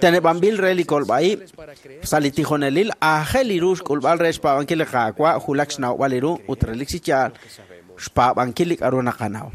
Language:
Kekchí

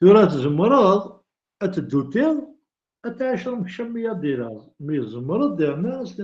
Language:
Kabyle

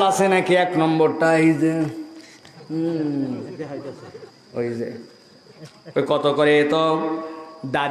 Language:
Bangla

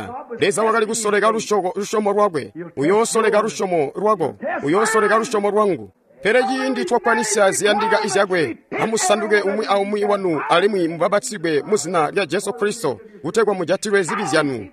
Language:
Tonga (Zambia)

